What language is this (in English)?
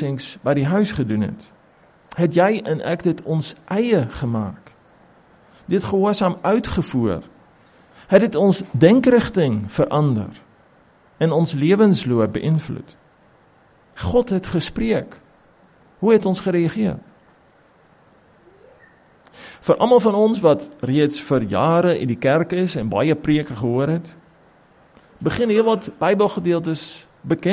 Afrikaans